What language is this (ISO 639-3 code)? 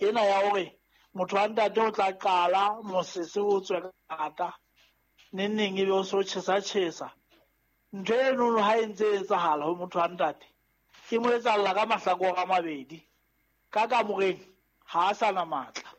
sot